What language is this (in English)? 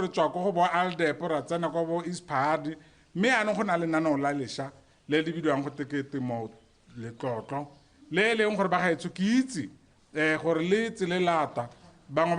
Tswana